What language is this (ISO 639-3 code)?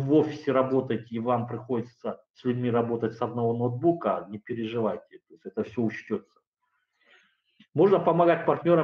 rus